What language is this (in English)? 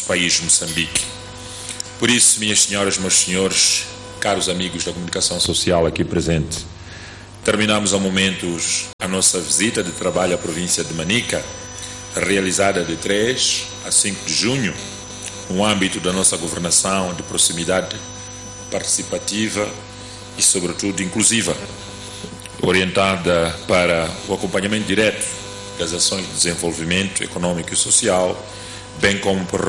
Portuguese